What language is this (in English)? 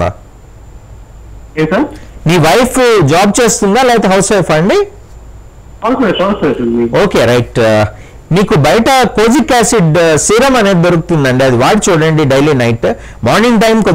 Telugu